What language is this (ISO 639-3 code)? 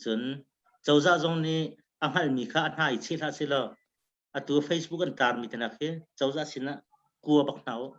cnh